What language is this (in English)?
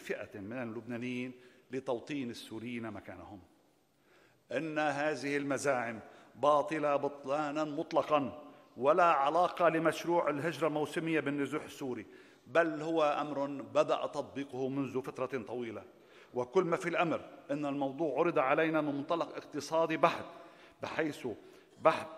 Arabic